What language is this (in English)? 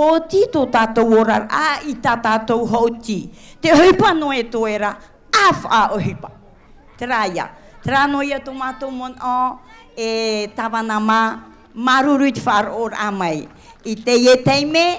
Tahitian